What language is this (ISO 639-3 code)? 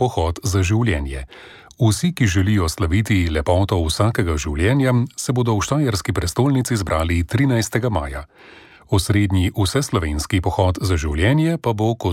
slv